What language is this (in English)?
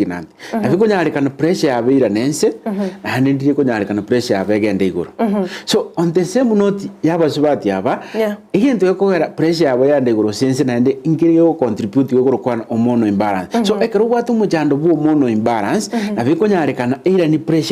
Gusii